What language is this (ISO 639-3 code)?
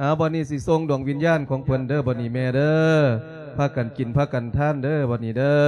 lao